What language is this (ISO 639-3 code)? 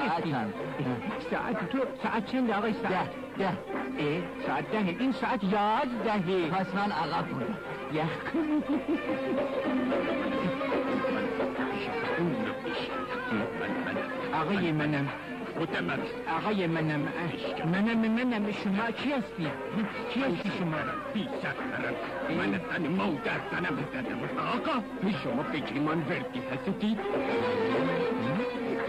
fas